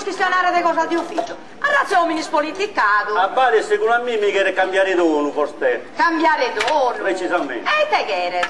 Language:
Sardinian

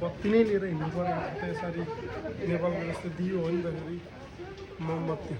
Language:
Nepali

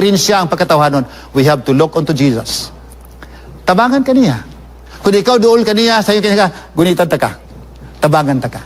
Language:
Cebuano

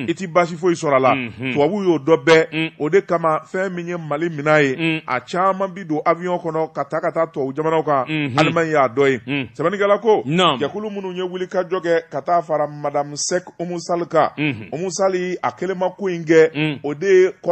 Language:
Bambara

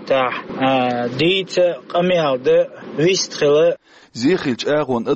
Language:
Chechen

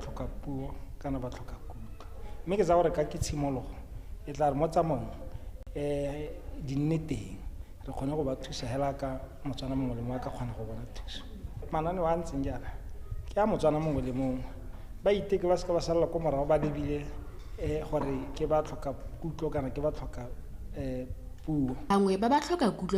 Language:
Tswana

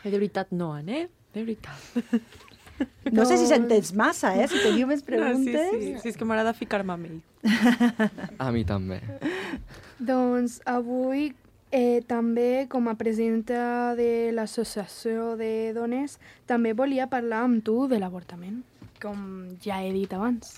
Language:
Catalan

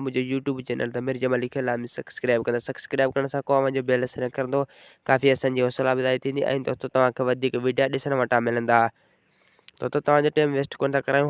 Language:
Sindhi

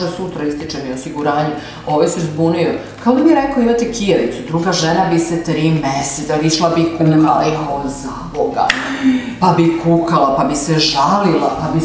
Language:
Serbian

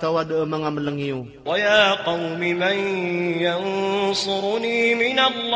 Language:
Maranao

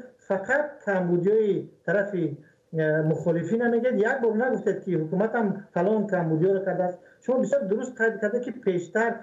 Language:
Tajik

